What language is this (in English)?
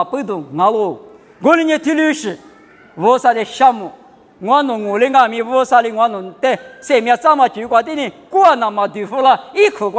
Lisu